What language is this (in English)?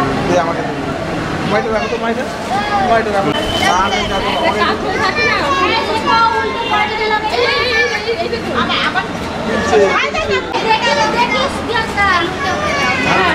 Bangla